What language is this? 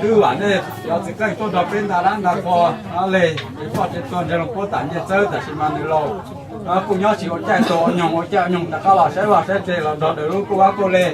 Hmong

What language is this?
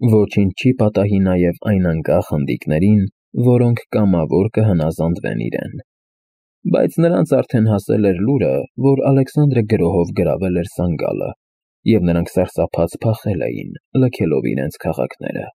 Armenian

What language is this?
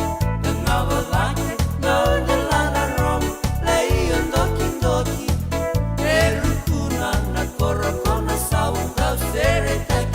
Fijian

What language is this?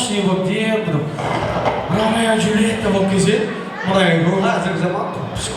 Kara-Kalpak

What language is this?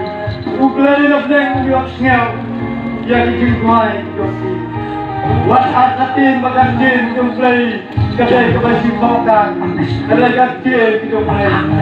Khasi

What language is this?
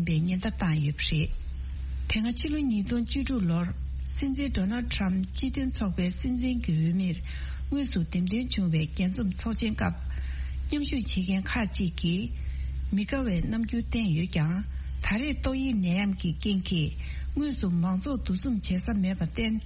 Tibetan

